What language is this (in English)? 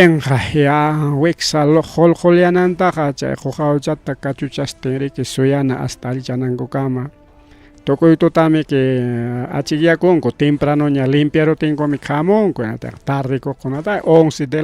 Ayacucho Quechua